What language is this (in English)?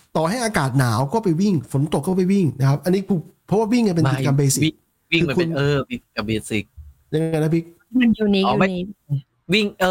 Thai